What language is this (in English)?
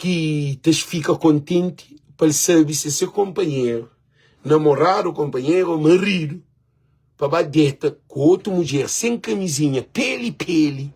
Kabuverdianu